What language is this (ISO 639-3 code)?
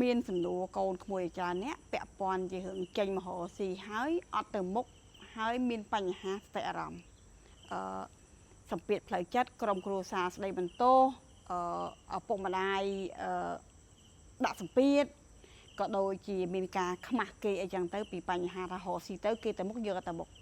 khm